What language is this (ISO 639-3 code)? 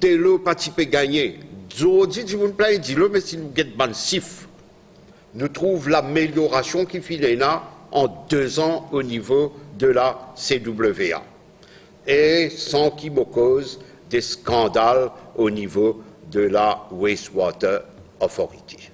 mfe